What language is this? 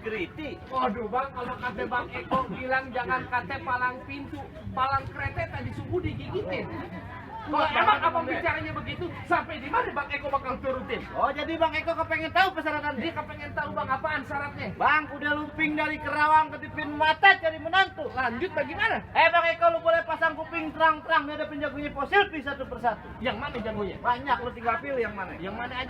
Betawi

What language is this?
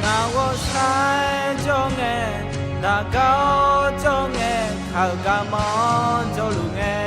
Akha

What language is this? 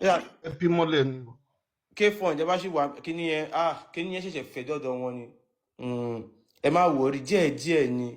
Yoruba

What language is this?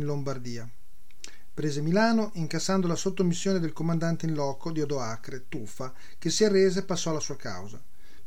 Italian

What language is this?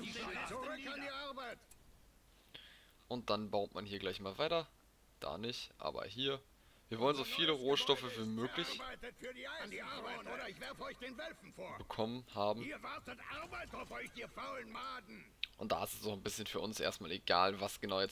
German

